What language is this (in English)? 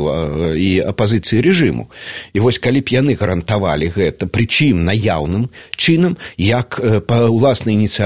Belarusian